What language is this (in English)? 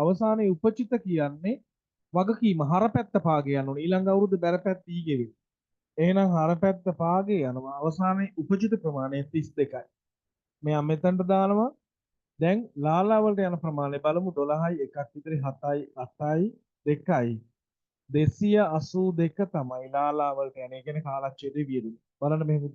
Sinhala